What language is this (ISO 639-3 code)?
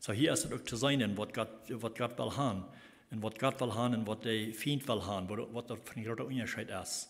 pdt